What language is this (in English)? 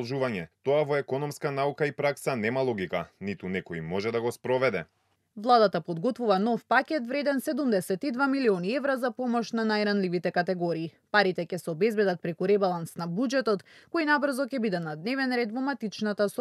Macedonian